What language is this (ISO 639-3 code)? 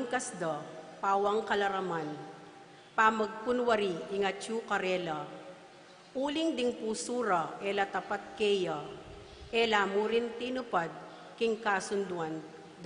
pam